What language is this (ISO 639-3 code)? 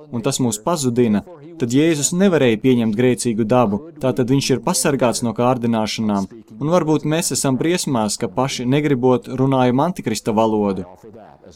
lav